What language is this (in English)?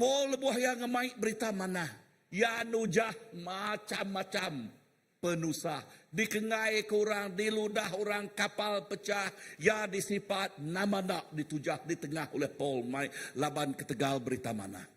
Iban